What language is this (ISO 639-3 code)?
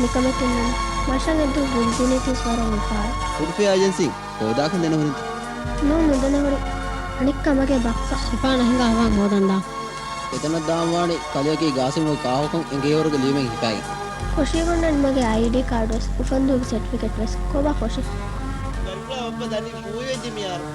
div